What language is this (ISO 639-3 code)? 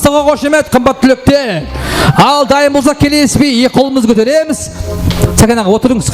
kaa